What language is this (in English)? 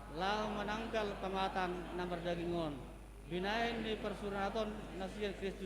Batak Toba